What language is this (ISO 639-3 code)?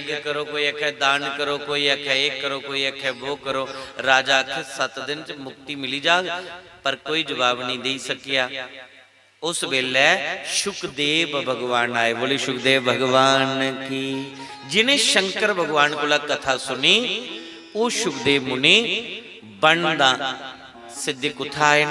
doi